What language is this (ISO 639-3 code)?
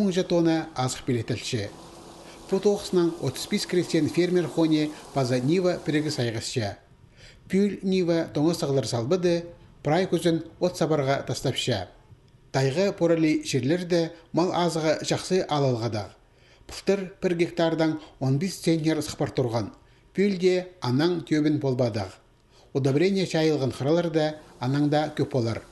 kjh